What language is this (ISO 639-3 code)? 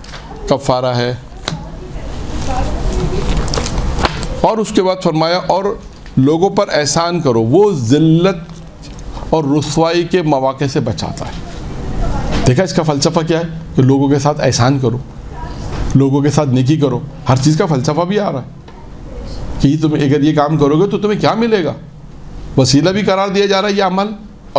urd